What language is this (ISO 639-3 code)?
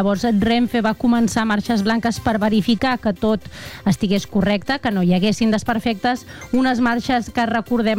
cat